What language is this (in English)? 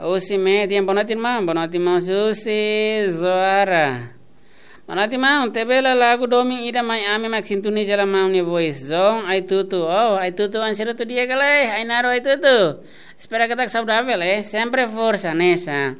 Tetum